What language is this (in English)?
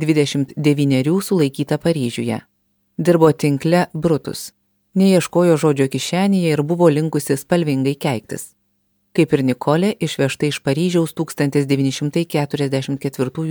Lithuanian